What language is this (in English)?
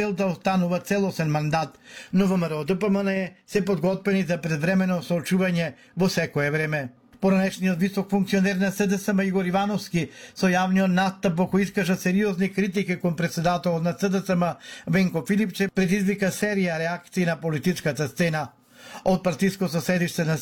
Macedonian